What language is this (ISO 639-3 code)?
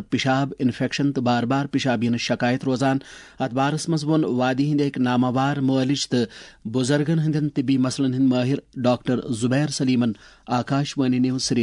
kas